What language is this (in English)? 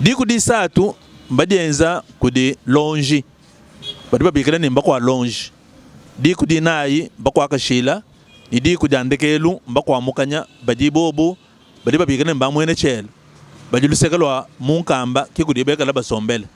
Luba-Lulua